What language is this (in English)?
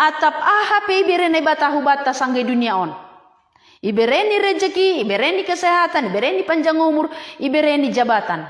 Batak Simalungun